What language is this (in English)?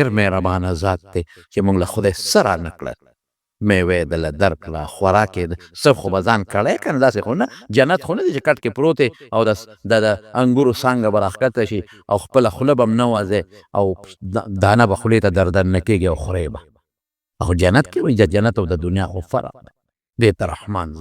Pashto